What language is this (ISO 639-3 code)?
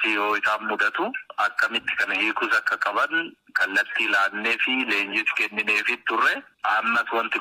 orm